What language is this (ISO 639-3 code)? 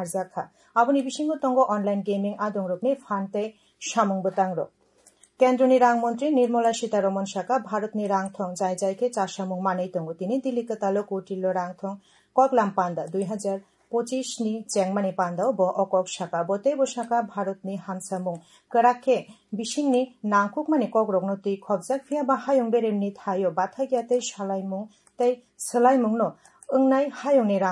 trp